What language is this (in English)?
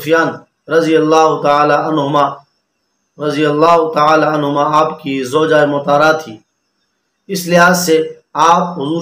Urdu